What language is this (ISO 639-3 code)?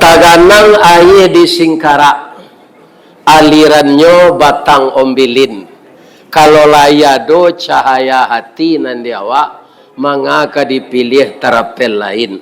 min